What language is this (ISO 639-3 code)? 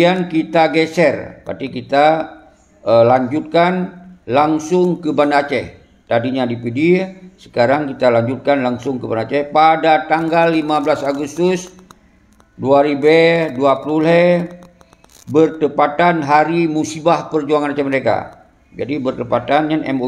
ace